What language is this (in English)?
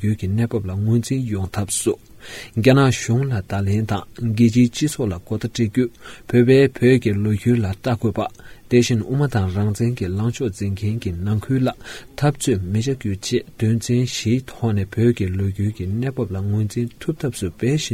Tibetan